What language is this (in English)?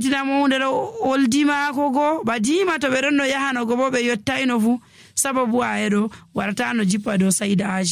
Nigerian Fulfulde